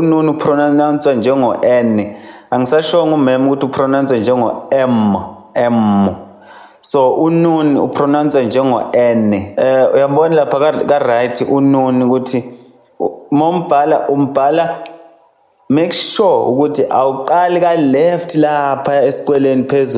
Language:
Zulu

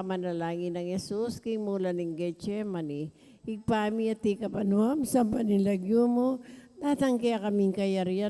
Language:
Pampanga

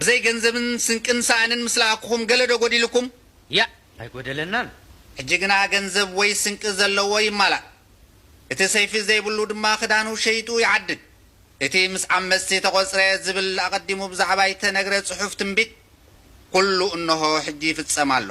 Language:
Tigrinya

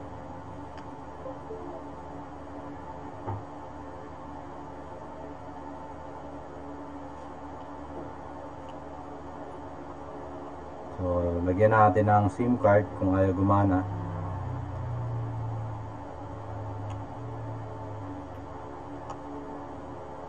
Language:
Filipino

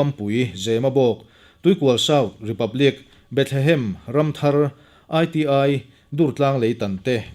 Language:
Mizo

